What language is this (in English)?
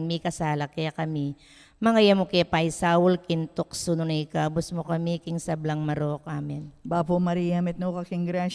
Pampanga